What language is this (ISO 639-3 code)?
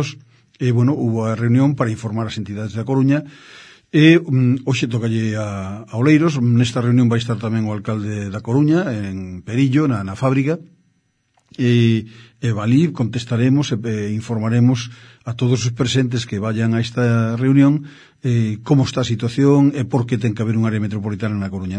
glg